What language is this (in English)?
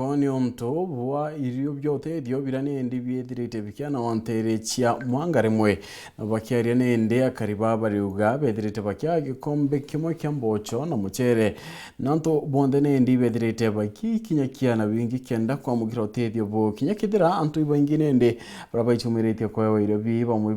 Meru